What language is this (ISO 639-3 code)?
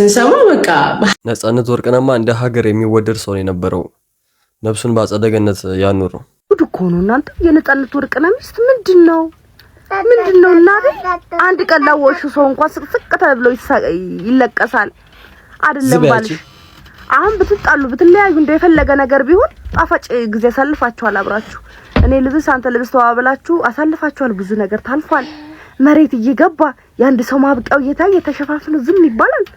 amh